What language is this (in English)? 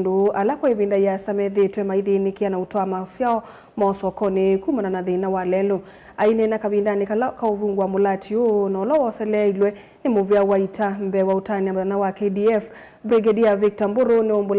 Kamba